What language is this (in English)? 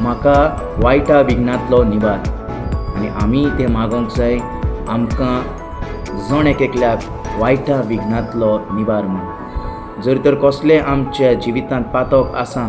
Konkani